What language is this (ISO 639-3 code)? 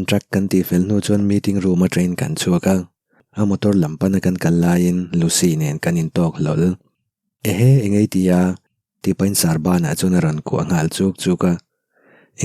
lus